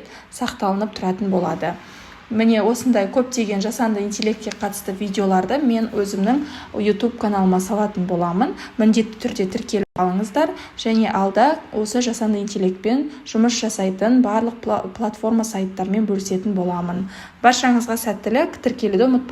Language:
Kazakh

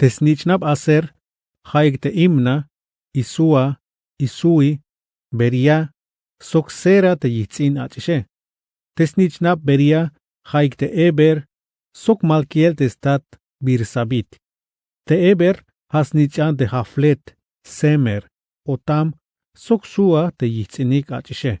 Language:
Tzeltal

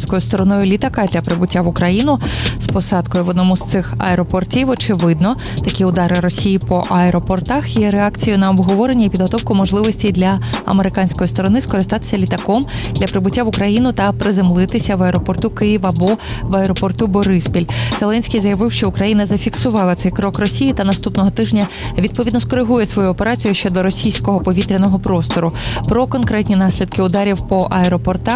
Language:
Ukrainian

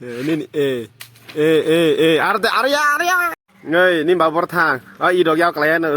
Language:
Kok Borok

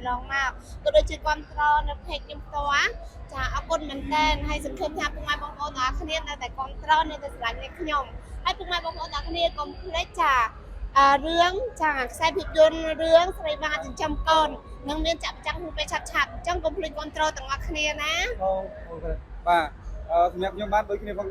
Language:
Khmer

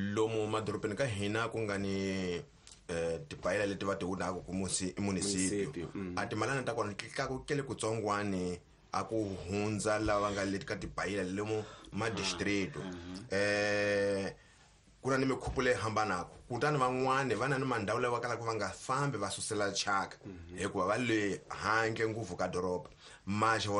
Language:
Tsonga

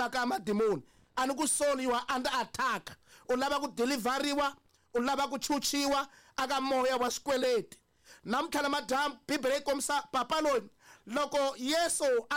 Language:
Tsonga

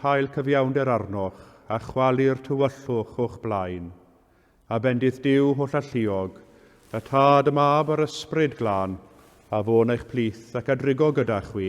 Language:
Welsh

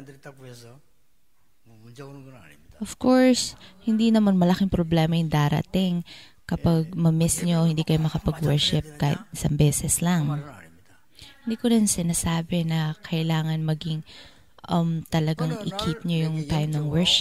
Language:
Filipino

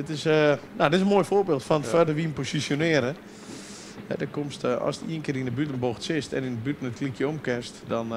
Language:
Western Frisian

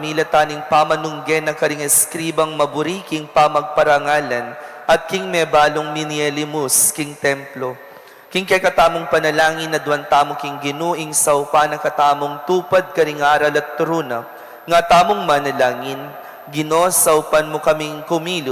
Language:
Pampanga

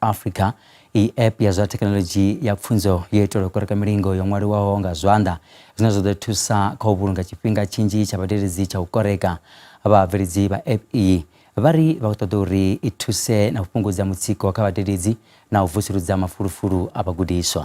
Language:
Venda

